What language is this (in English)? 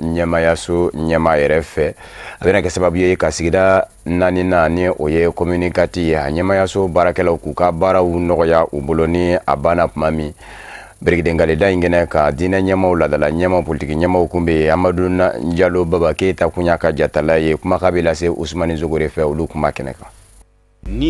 Bambara